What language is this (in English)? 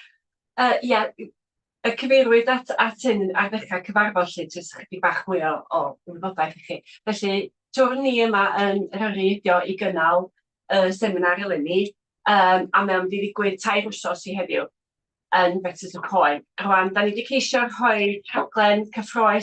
Welsh